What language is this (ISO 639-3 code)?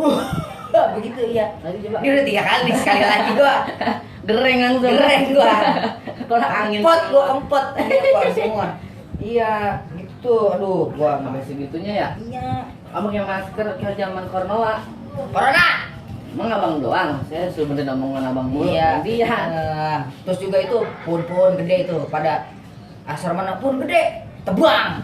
bew